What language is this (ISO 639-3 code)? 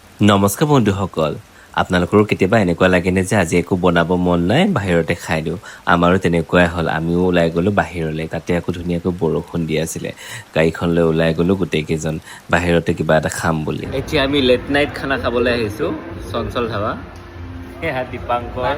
asm